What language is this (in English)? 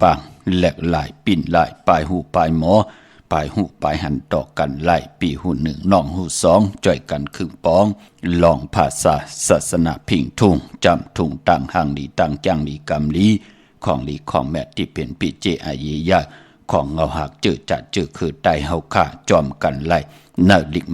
Shan